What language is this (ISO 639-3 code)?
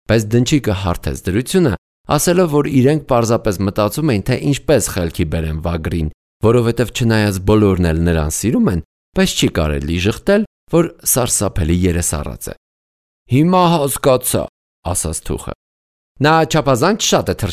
hye